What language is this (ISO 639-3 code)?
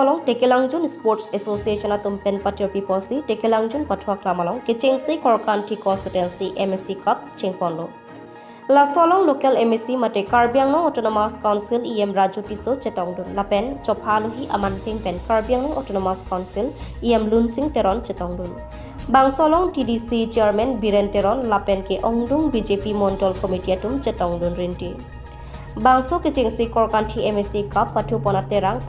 mjw